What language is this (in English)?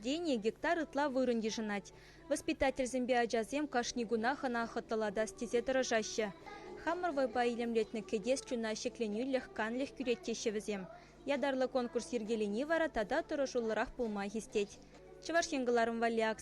Chuvash